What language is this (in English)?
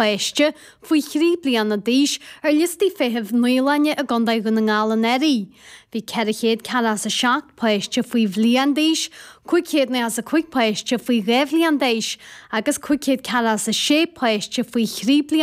Irish